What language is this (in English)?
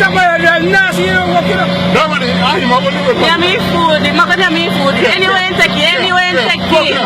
Jamaican Creole English